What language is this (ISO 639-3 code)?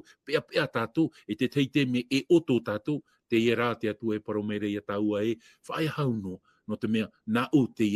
tah